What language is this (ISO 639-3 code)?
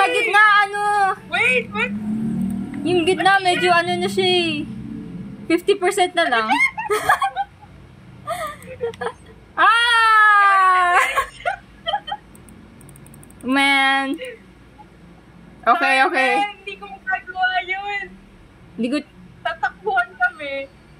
fil